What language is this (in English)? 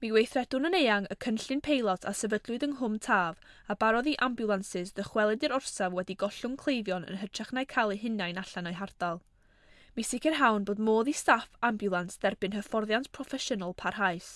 Welsh